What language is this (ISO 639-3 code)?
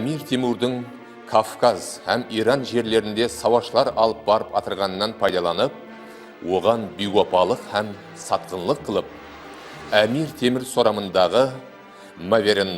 kaa